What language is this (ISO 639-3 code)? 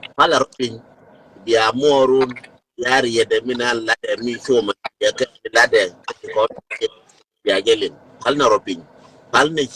nus